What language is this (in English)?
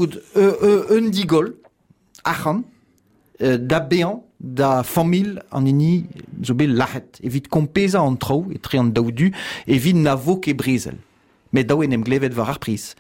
Breton